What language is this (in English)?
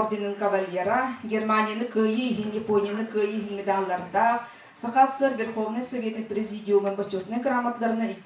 Yakut